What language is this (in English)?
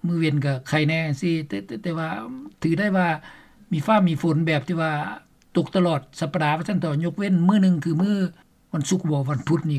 Lao